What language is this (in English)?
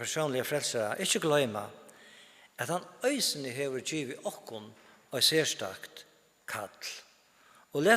Faroese